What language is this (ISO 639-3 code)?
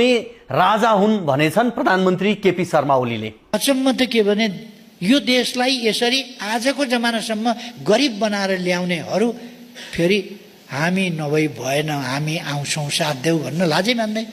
nep